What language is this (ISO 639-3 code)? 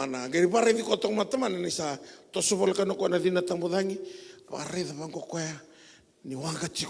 fij